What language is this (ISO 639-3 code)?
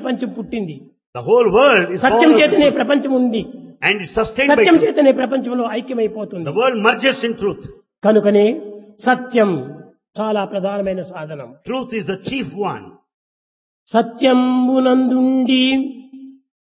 tel